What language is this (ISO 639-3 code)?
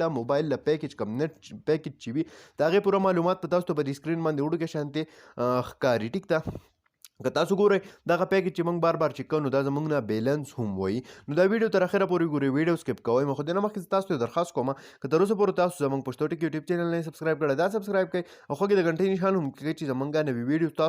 pus